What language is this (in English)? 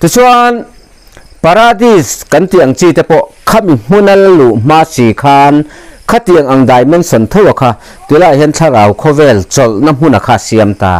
Mizo